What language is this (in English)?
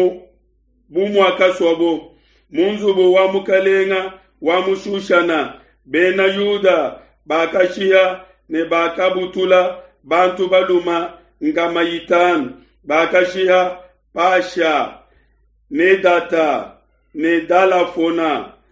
Luba-Lulua